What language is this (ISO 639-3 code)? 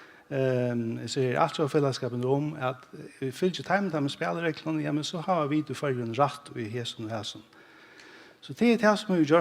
fao